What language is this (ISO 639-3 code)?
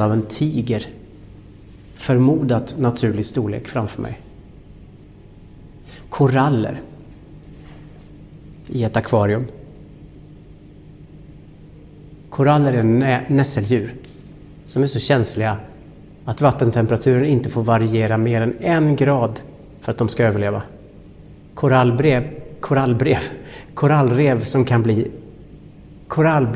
swe